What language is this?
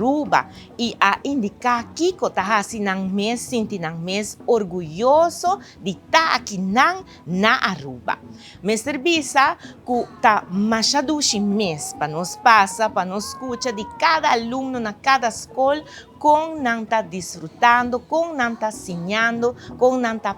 Papiamento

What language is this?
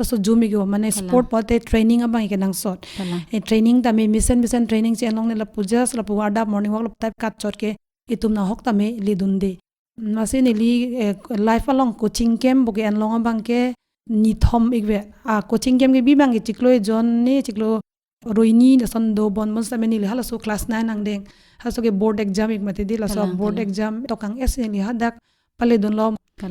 Karbi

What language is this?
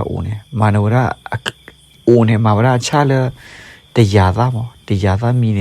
S'gaw Karen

